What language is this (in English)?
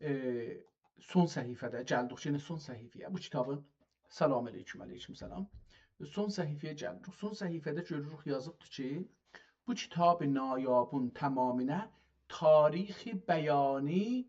South Azerbaijani